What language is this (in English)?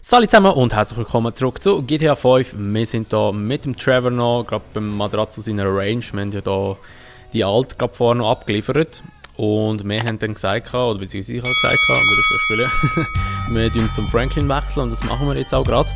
Swiss German